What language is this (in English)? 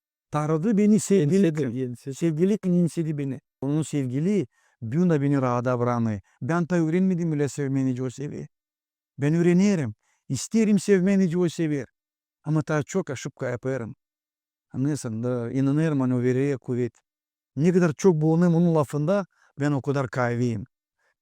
Gagauz